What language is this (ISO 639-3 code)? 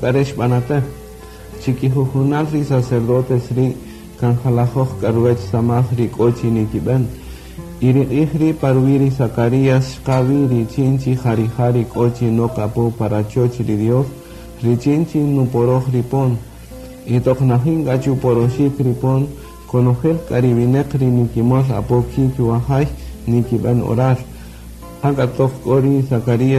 cak